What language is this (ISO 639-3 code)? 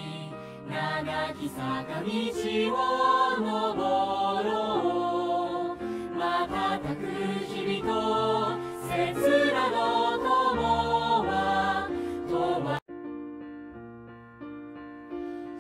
jpn